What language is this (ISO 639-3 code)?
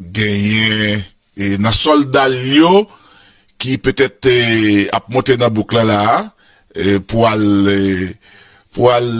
hat